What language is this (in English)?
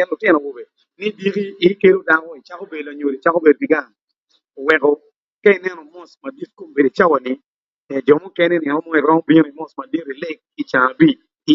Acoli